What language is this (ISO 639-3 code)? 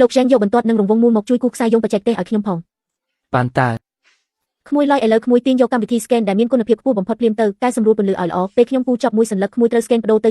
khm